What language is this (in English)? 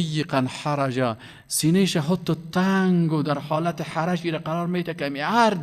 Persian